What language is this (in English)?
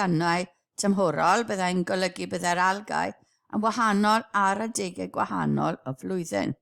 Welsh